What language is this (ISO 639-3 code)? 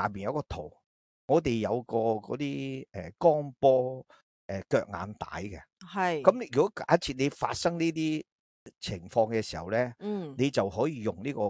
yue